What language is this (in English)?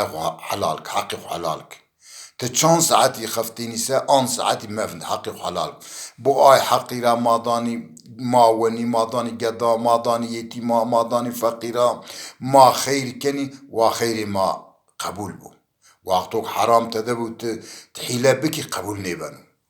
Zaza